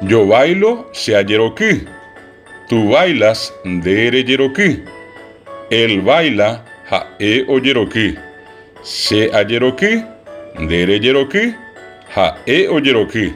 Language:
Guarani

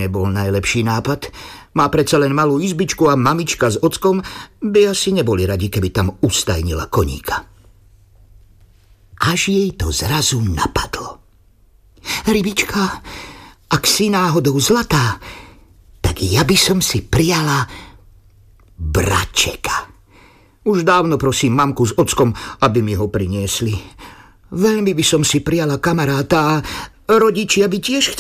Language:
Slovak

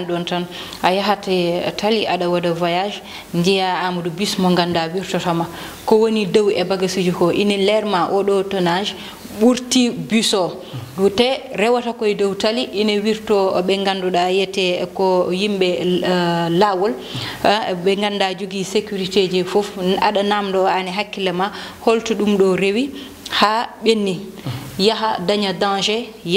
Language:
Fula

